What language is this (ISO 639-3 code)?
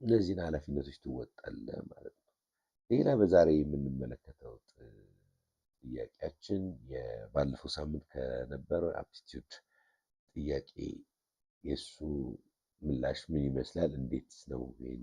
amh